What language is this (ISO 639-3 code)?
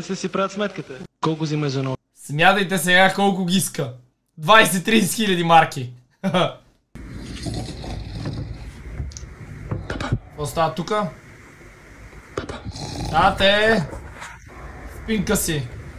bul